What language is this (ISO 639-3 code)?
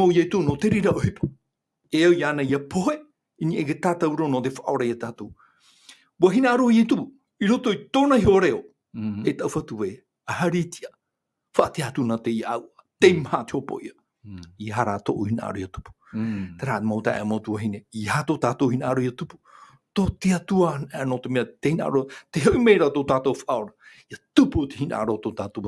tah